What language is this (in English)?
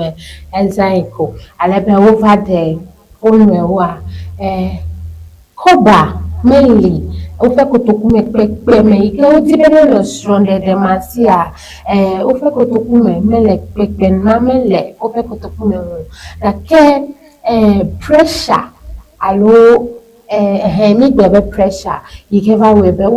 Ewe